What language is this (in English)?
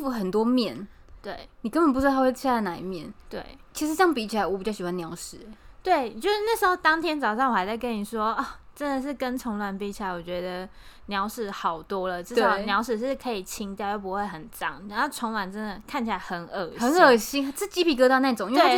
Chinese